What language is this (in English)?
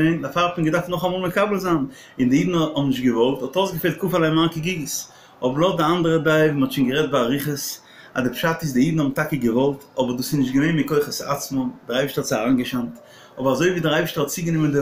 Yiddish